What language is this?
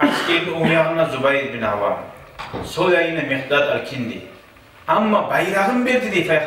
Kumyk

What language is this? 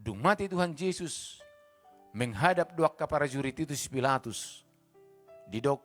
Batak Toba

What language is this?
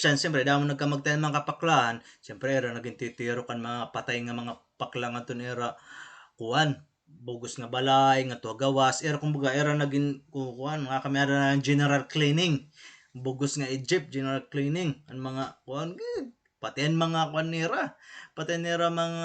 Waray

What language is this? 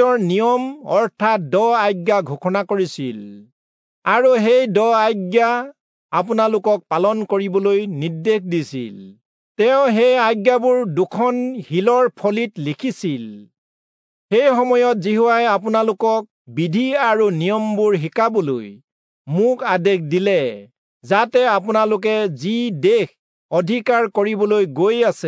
Assamese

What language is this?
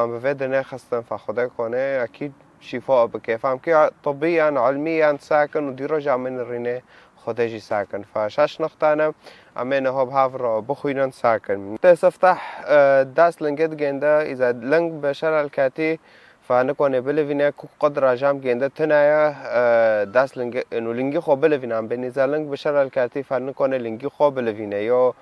Kurdish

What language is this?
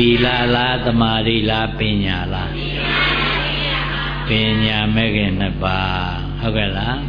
Burmese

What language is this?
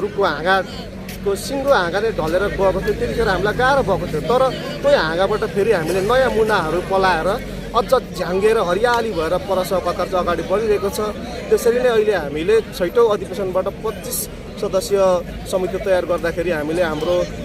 Nepali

